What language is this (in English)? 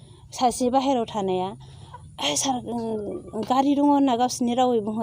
Bodo